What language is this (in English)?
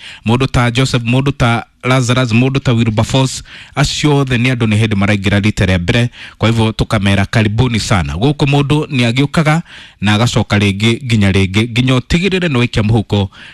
Kikuyu